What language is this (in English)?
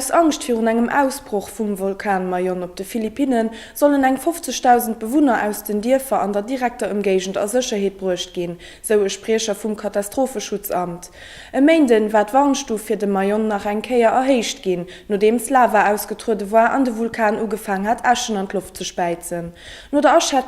Luxembourgish